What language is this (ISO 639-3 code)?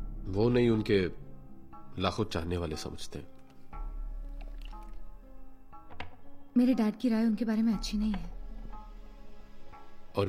hin